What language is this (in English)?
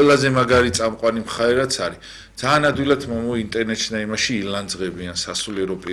Georgian